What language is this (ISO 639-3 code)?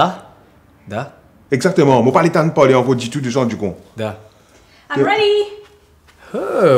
mfe